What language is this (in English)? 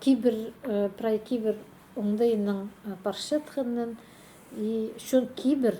Khakas